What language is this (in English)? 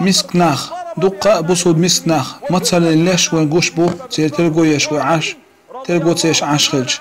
Chechen